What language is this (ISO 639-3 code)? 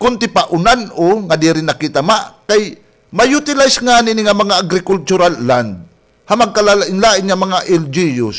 war